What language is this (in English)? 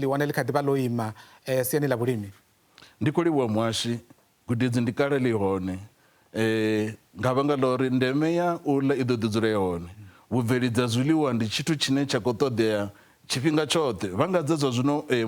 Venda